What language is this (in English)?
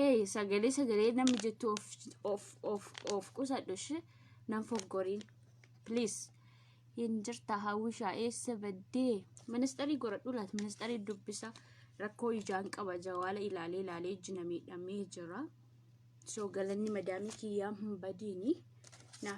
Oromo